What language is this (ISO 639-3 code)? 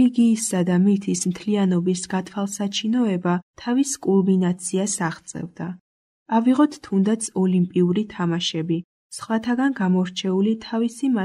kat